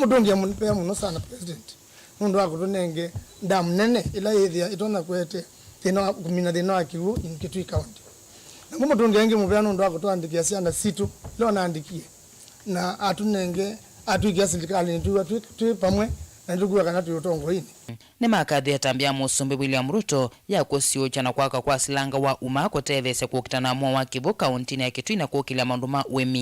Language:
Kamba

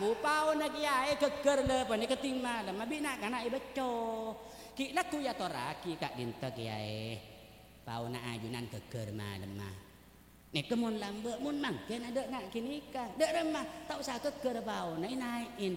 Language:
Madurese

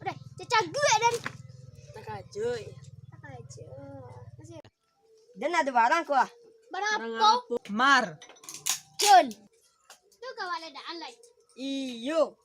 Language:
Minangkabau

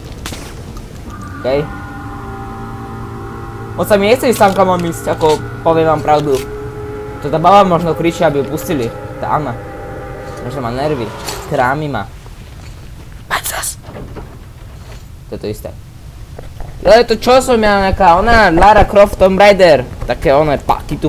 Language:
Slovak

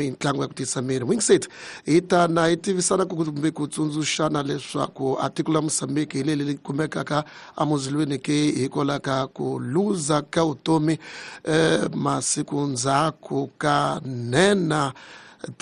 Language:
Tsonga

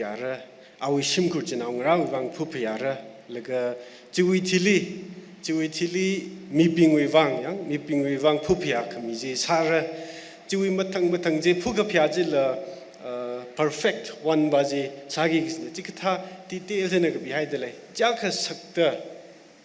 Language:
Tangkhul Naga (India)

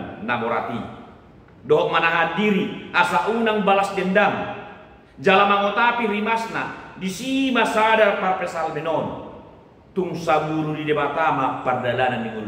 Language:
Batak Toba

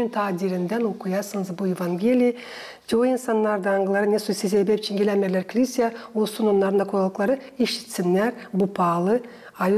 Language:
Gagauz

